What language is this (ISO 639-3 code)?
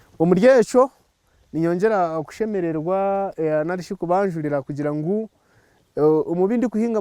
nyn